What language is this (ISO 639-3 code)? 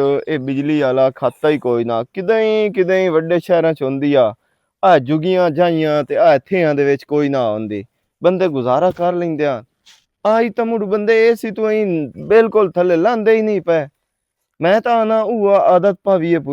lah